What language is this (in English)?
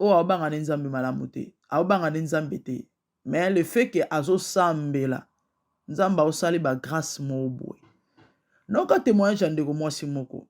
Lingala